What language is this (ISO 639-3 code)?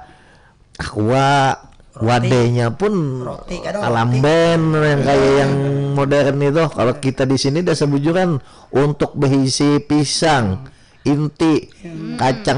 bjn